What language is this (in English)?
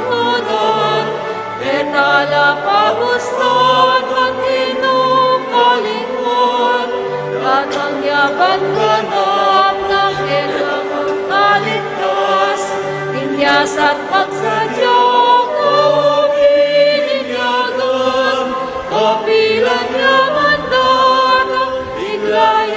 Pampanga